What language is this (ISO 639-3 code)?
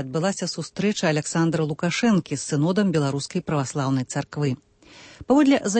bel